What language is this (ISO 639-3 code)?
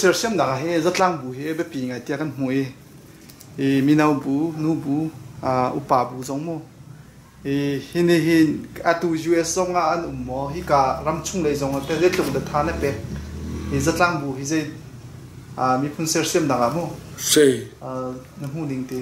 cnh